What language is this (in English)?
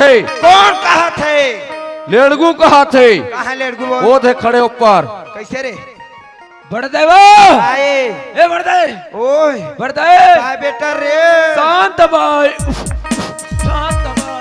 Chhattisgarhi